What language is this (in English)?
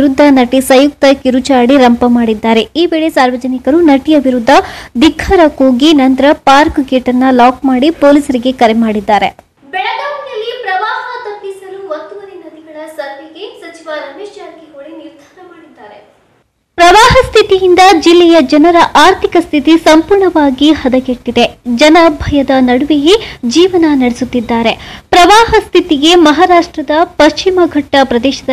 Kannada